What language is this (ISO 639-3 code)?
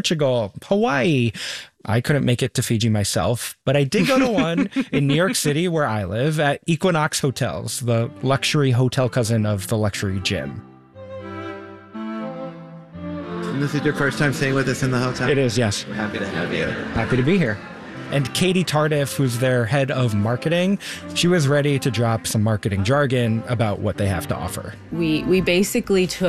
eng